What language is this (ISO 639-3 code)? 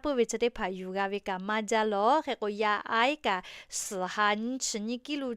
lhu